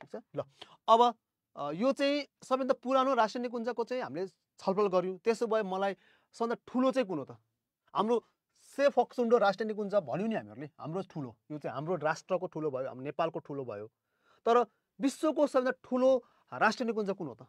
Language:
Nepali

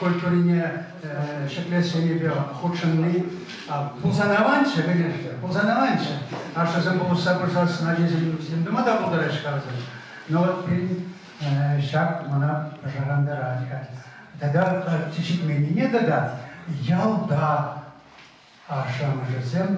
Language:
Chuvash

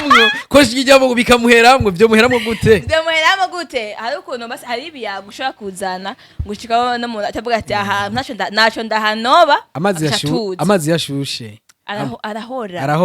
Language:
Rundi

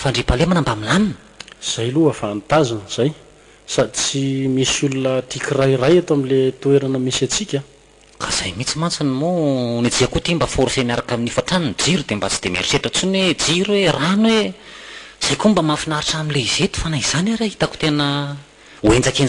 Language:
Malagasy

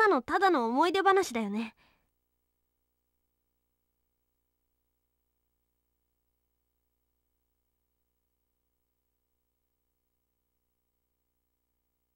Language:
Japanese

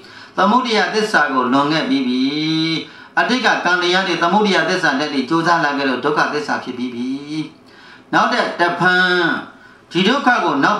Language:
Burmese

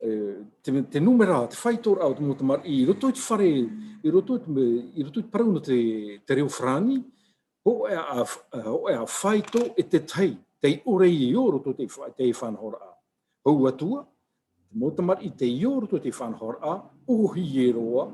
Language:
Tahitian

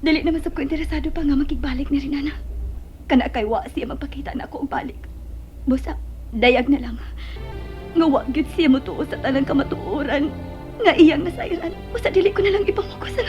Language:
Cebuano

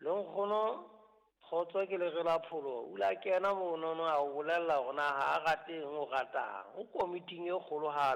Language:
Southern Sotho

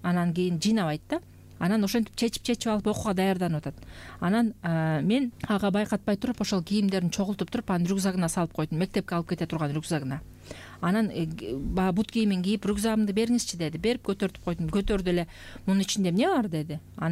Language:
Kyrgyz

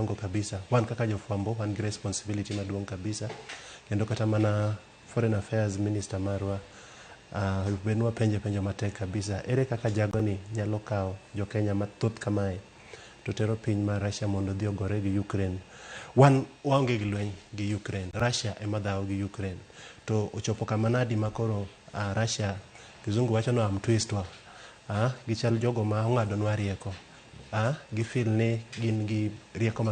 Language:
Luo (Kenya and Tanzania)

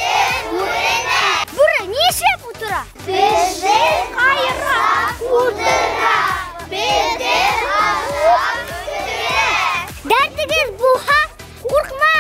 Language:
Bashkir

